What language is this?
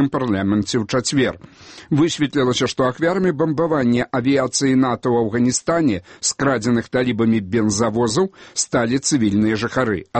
Belarusian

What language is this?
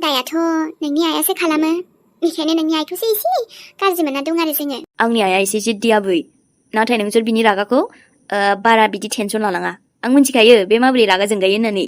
Bodo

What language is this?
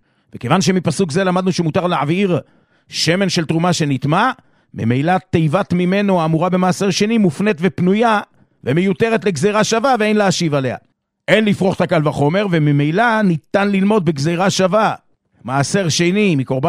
Hebrew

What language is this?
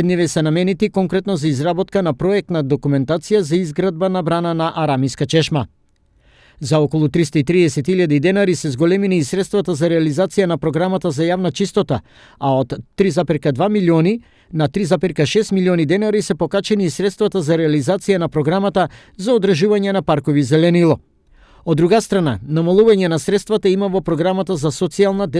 Macedonian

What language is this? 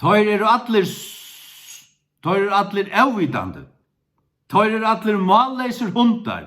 Faroese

